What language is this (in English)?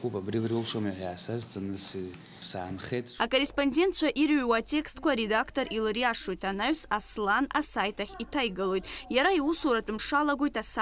Abkhazian